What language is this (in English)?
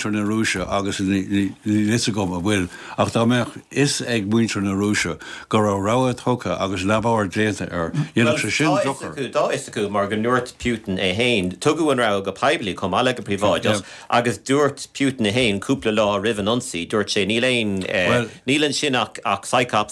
Irish